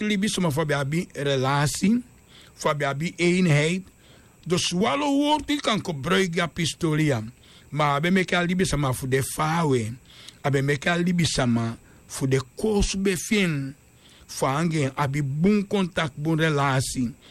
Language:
Sranan Tongo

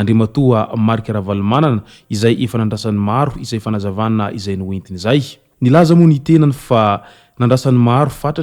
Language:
Malagasy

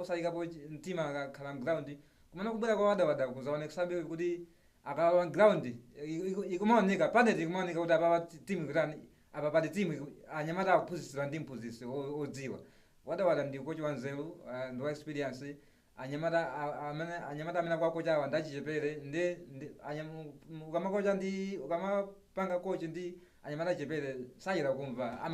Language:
Nyanja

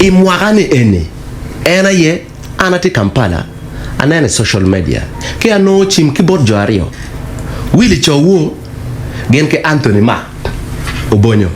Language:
Acoli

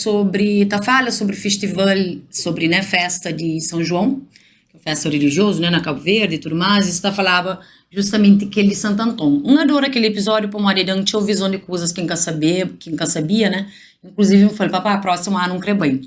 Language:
Kabuverdianu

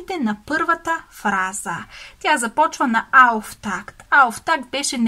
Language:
Bulgarian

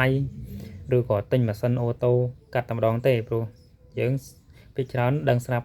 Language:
Khmer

